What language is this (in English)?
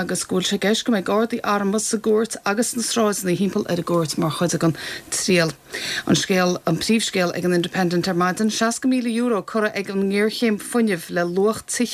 Irish